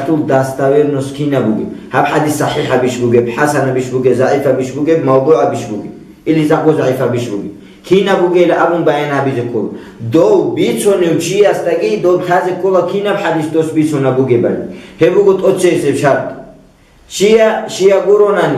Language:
Avaric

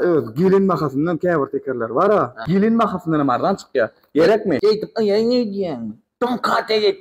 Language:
Turkmen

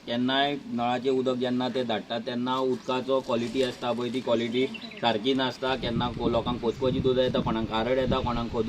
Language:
Konkani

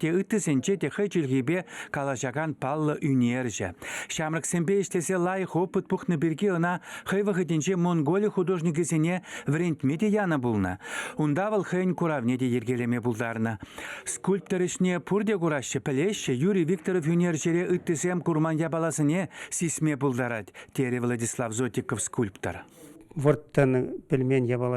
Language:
Chuvash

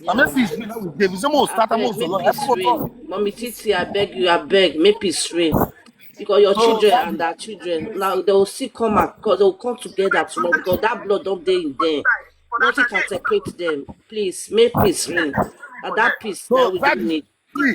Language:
Nigerian Pidgin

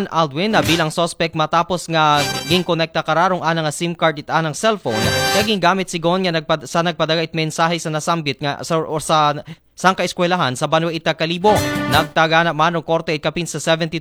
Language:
Aklanon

